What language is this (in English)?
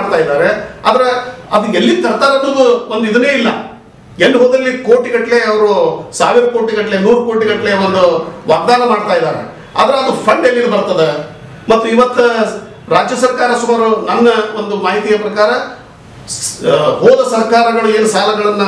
Kannada